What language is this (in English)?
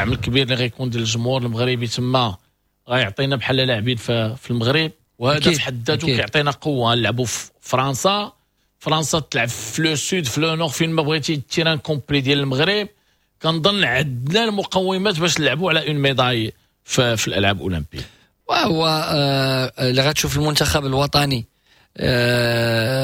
Moroccan Arabic